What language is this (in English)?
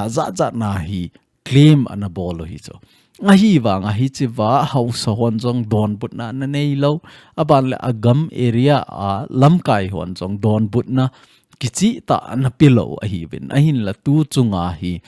Thado Chin